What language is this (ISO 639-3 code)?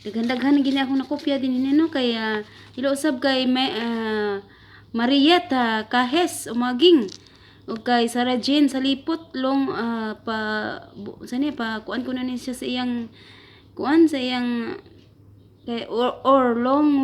ceb